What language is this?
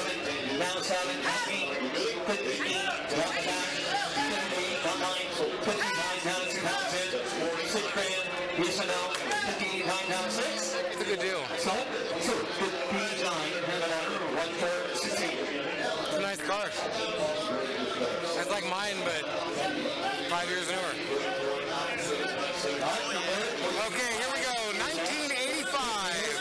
English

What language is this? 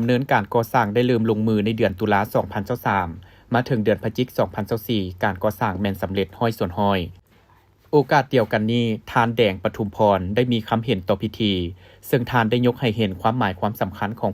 Lao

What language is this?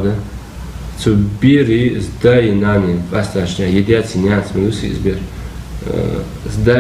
Ingush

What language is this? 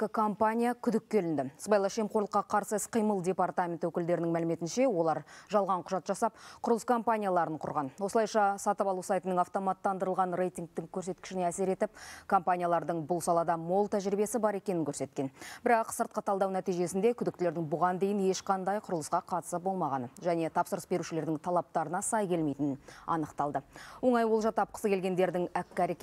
Kazakh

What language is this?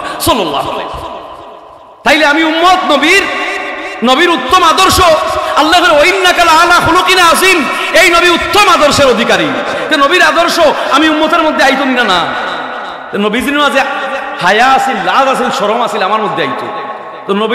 Sylheti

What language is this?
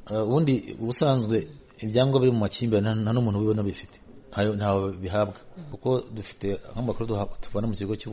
Kinyarwanda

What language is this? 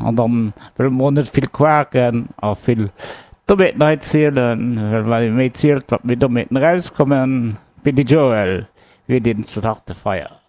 Luxembourgish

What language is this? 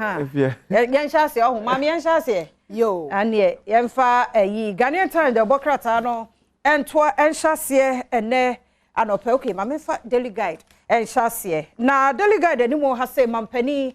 Akan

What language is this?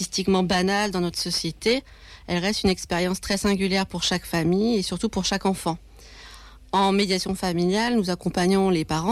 French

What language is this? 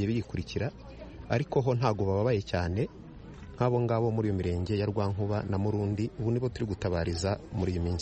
Kinyarwanda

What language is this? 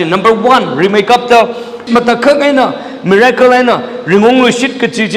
Tangkhul Naga (India)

